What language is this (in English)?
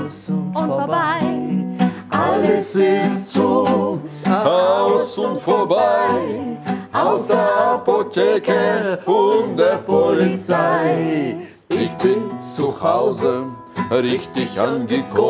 German